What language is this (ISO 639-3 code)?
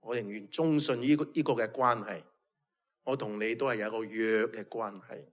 yue